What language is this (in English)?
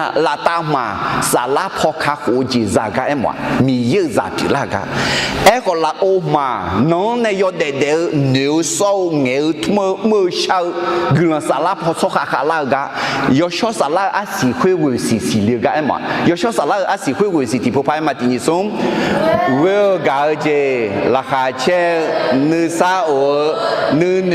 Akha